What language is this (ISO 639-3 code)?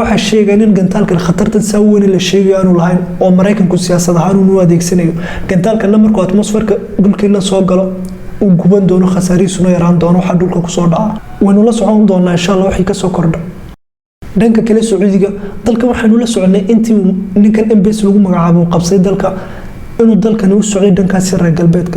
som